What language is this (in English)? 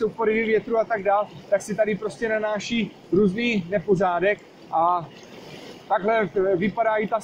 Czech